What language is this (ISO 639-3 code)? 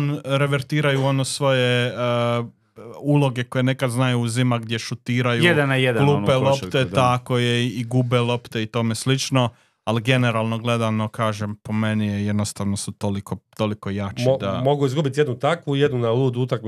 hrv